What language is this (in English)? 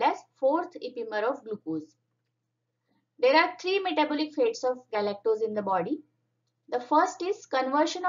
English